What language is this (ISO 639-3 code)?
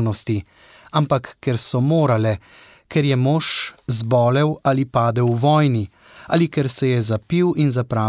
slv